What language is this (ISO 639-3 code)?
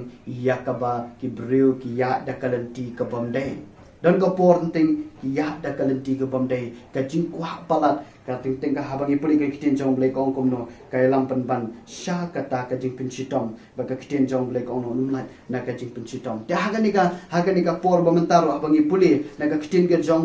kha